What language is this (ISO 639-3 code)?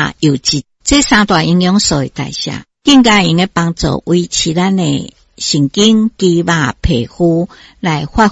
nan